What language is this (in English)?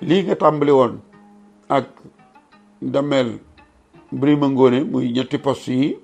Wolof